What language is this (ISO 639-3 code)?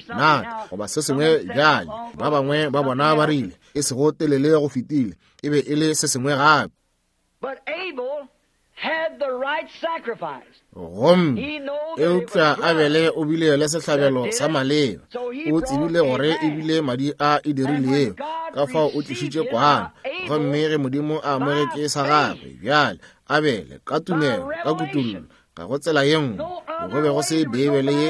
nso